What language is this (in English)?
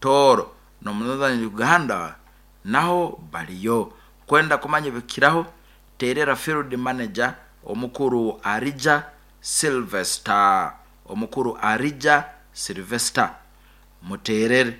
Nyankole